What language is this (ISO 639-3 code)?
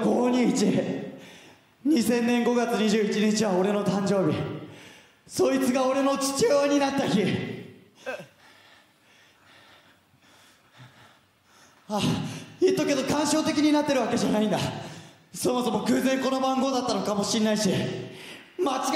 jpn